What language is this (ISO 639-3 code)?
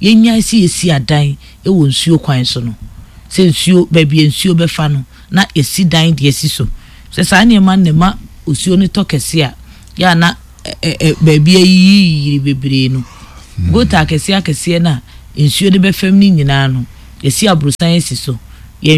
aka